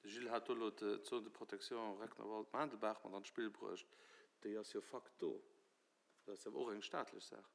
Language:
Luxembourgish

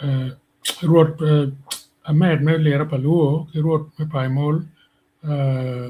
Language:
Acoli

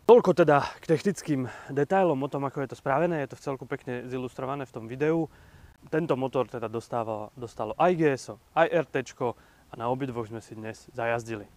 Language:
Slovak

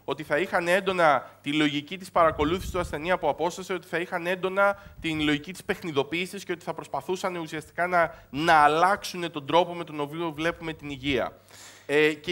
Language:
Greek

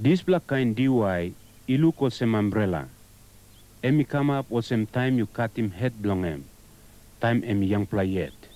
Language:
Tok Pisin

